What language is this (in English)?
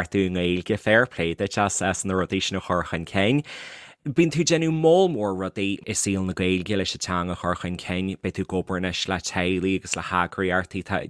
Irish